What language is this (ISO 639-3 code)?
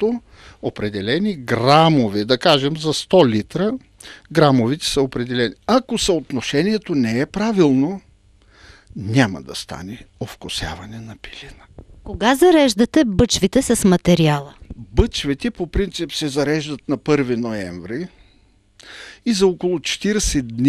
bul